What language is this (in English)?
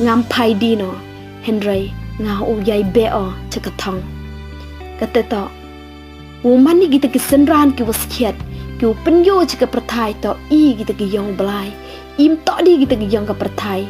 Pnar